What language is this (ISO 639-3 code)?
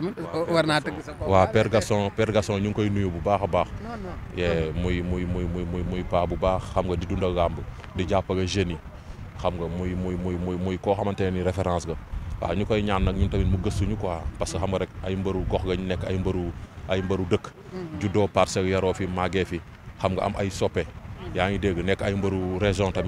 wol